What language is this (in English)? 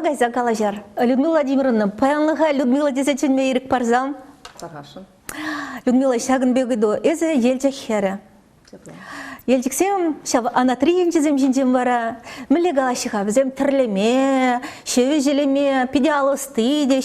Chuvash